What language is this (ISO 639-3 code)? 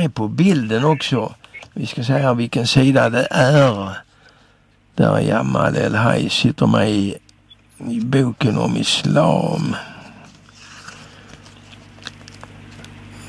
swe